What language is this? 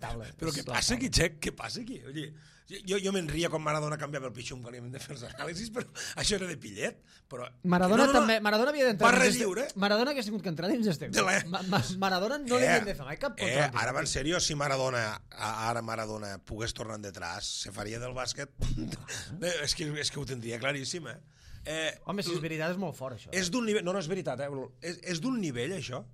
Catalan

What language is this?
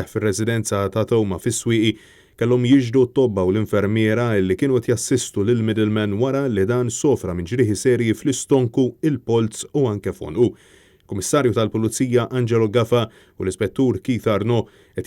Maltese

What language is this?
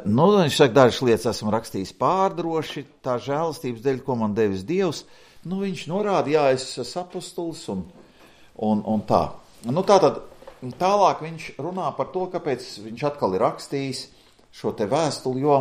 Latvian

